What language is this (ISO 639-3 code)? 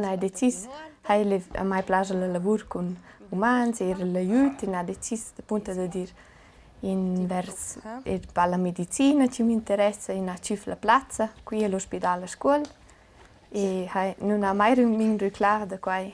roh